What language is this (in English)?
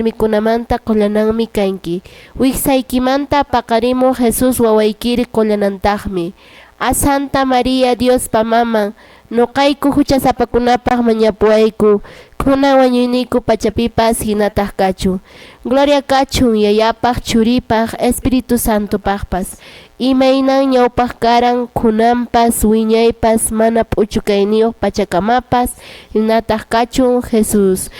Quechua